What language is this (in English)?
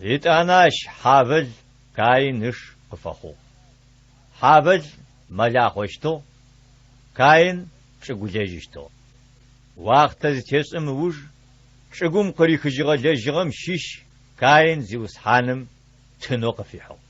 Adyghe